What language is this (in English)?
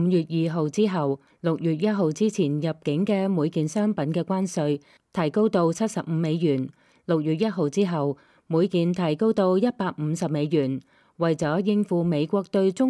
Cantonese